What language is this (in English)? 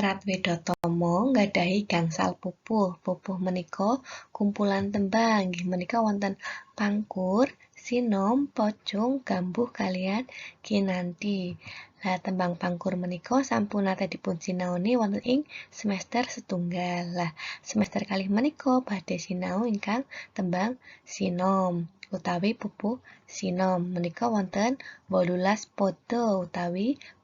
Javanese